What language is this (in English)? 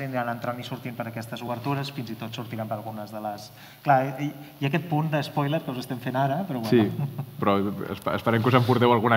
Catalan